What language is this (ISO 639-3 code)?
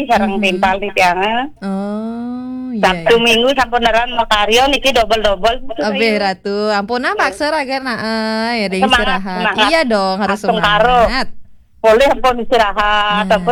ban